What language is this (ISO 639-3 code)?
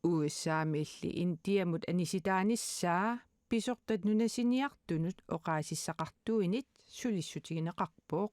kal